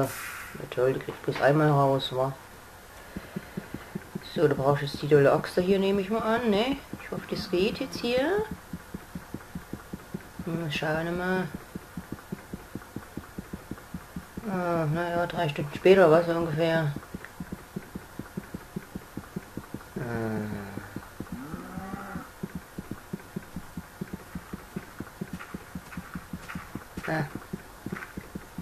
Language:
German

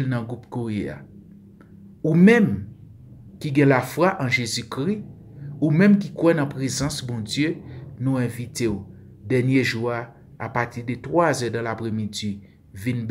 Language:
Haitian Creole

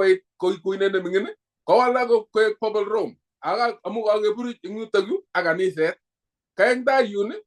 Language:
Kalenjin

